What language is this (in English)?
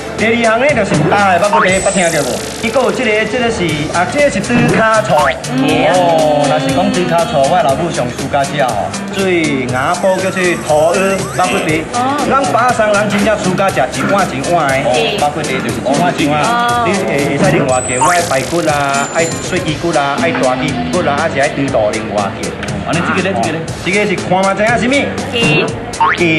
Min Nan Chinese